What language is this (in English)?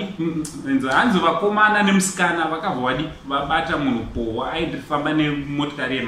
Shona